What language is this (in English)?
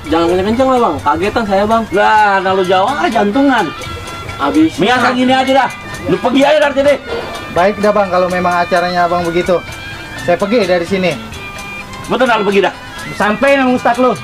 Betawi